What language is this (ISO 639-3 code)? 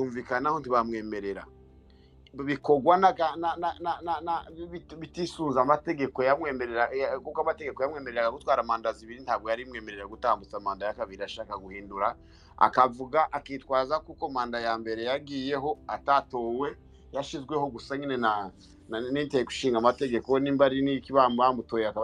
kin